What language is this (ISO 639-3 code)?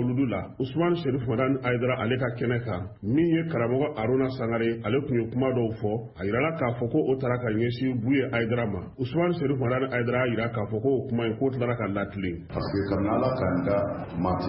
bam